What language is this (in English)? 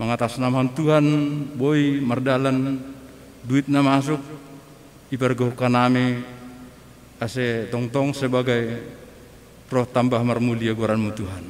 Batak Simalungun